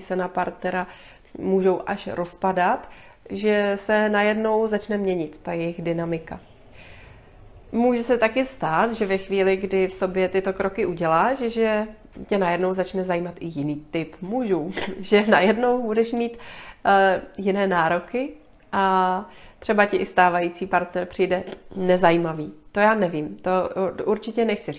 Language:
Czech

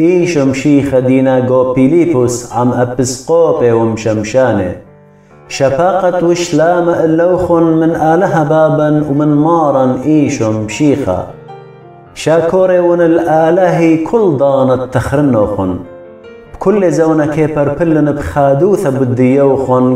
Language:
Assyrian Neo-Aramaic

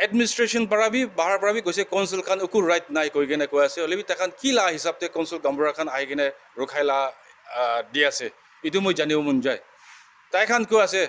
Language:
Naga Pidgin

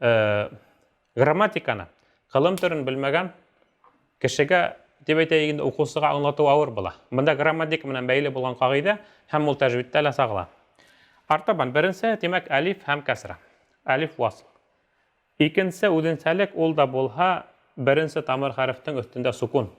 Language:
Bashkir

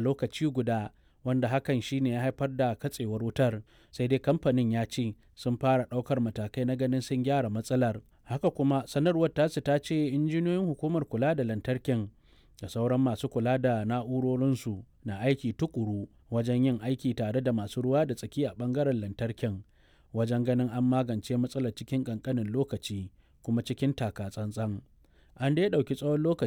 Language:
Hausa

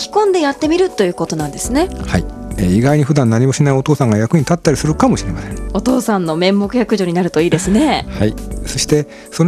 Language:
Japanese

